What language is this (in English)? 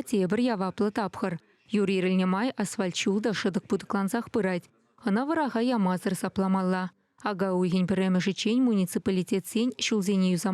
Chuvash